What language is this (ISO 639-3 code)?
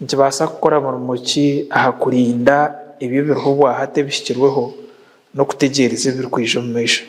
nyn